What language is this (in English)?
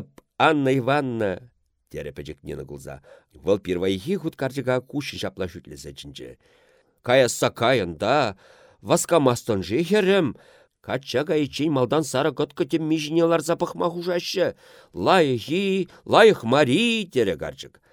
Chuvash